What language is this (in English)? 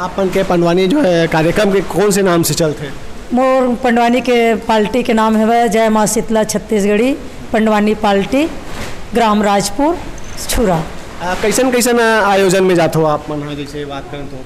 Chhattisgarhi